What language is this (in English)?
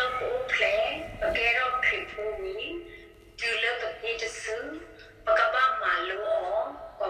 S'gaw Karen